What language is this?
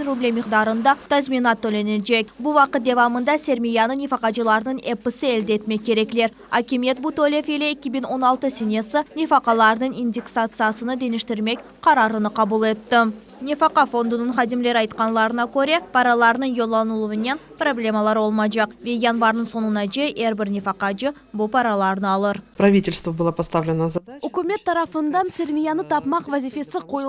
Crimean Tatar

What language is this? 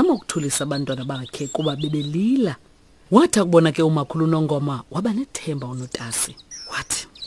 Xhosa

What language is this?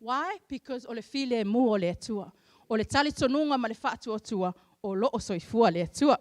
Samoan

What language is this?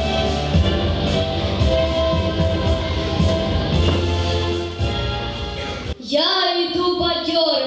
Ukrainian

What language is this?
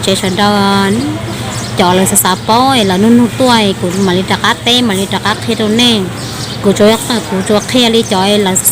Hmong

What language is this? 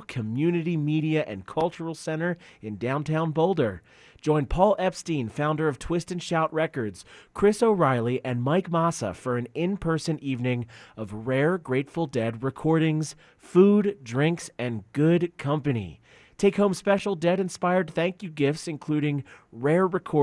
English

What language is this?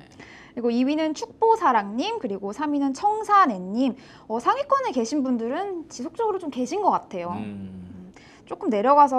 Korean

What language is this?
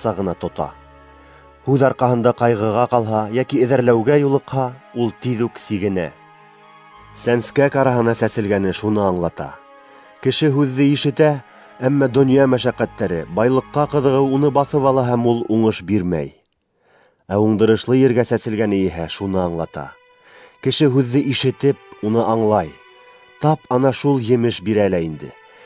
Bashkir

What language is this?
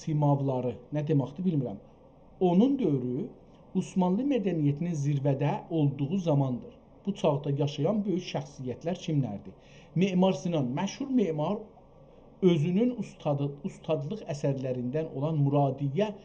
South Azerbaijani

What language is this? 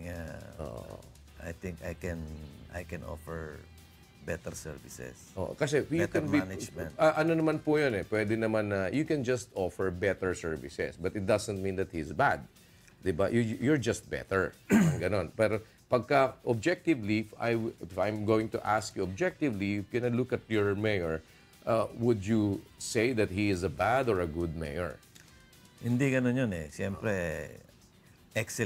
Filipino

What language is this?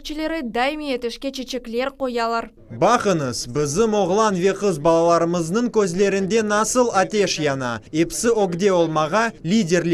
Crimean Tatar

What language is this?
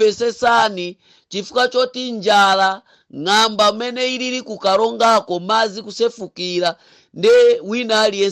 Nyanja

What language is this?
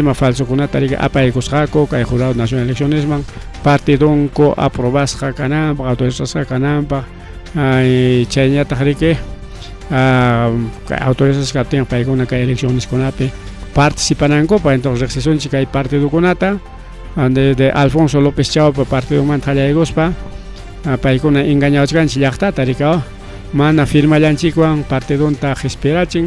Ayacucho Quechua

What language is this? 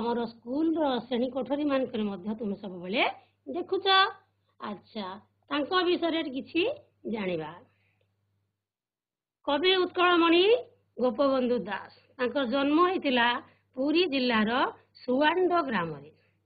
Odia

